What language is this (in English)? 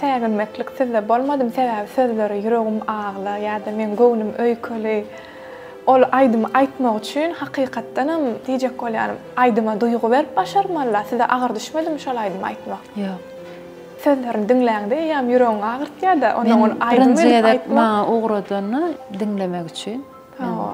Turkmen